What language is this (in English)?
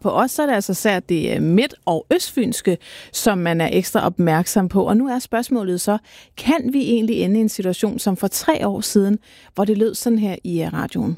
Danish